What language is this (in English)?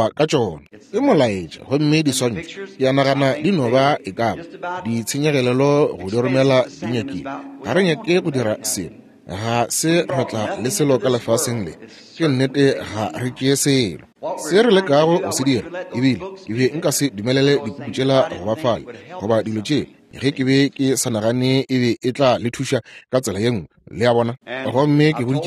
Northern Sotho